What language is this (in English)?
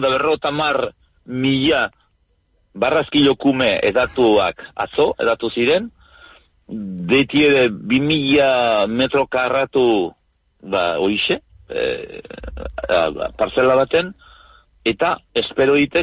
Basque